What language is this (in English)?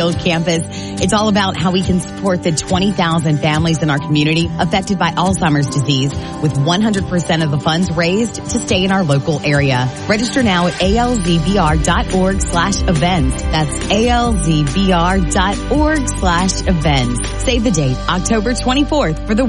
English